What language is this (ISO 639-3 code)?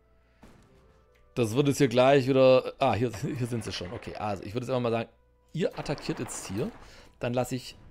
deu